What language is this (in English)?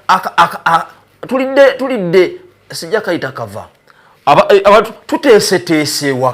Ganda